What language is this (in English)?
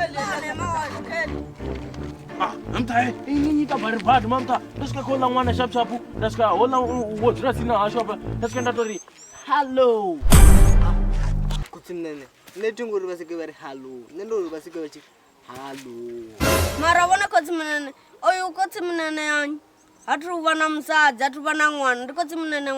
Venda